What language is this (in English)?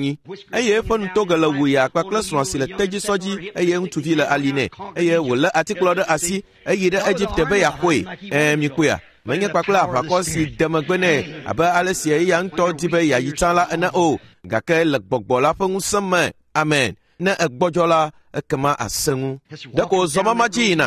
Ewe